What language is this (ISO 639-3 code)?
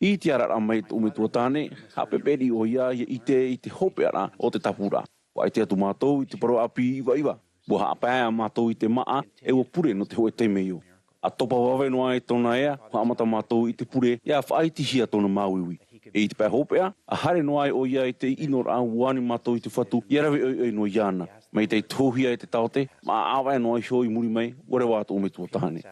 tah